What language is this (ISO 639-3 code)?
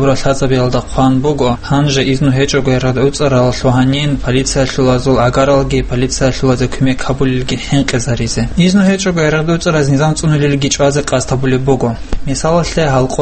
ava